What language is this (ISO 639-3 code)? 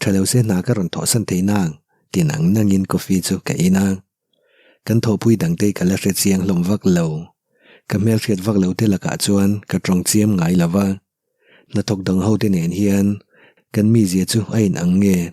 lus